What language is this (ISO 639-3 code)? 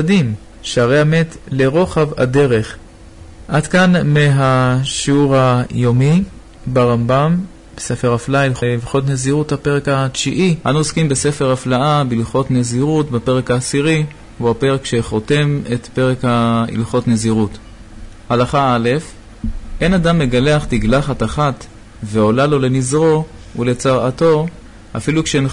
heb